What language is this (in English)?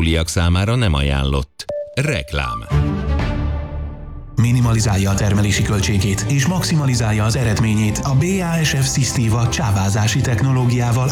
Hungarian